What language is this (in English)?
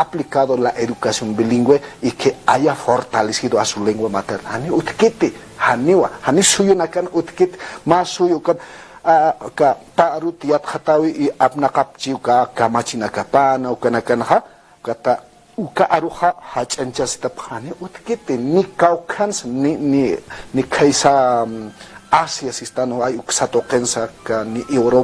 Aymara